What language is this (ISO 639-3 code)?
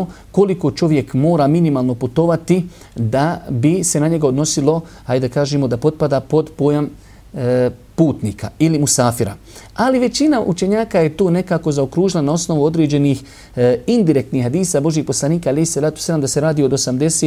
bos